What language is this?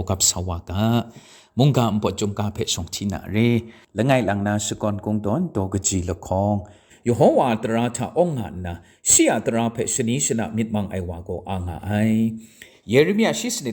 Kachin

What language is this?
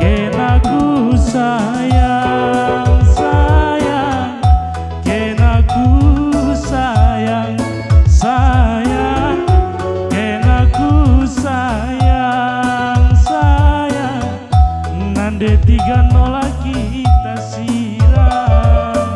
Batak Karo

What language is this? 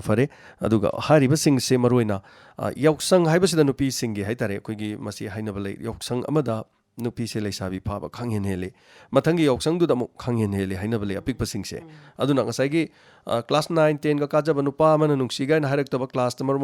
Manipuri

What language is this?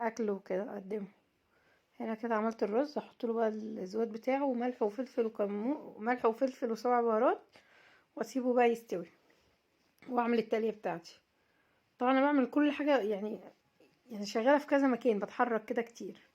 Egyptian Arabic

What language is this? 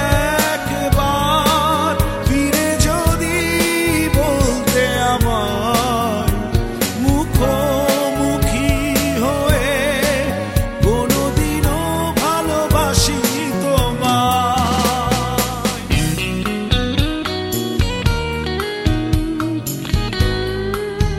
Bangla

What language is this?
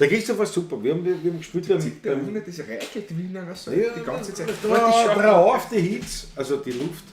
Bavarian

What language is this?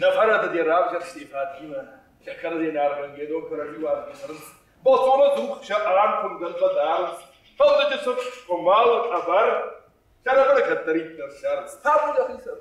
Ossetic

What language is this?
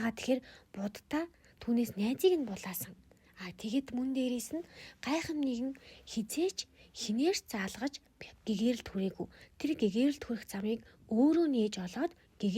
Mongolian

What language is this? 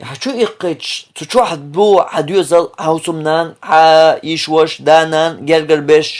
Chechen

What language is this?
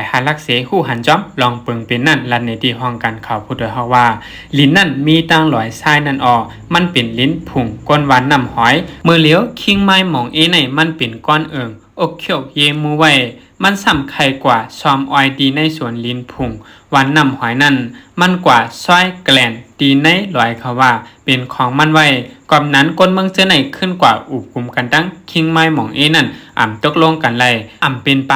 Shan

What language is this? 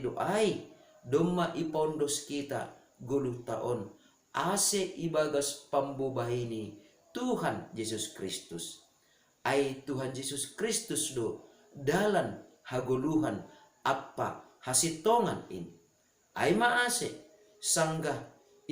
Batak Simalungun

